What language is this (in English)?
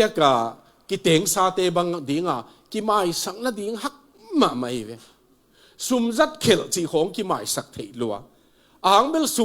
Tedim Chin